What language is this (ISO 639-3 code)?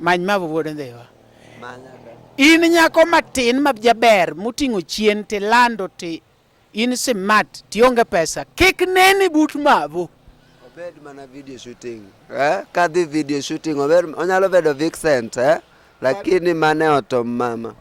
luo